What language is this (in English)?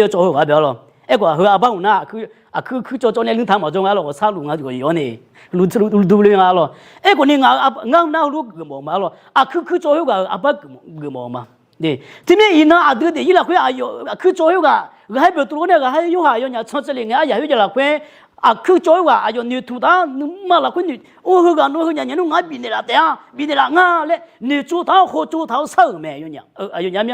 Akha